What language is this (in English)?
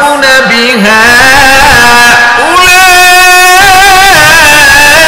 Bangla